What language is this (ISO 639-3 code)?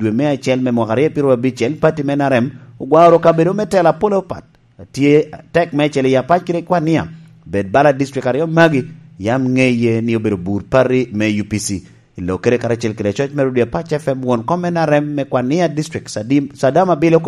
laj